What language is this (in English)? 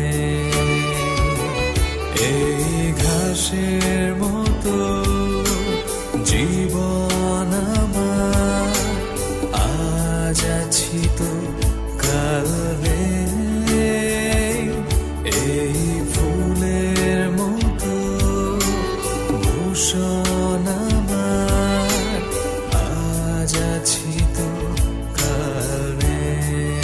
Bangla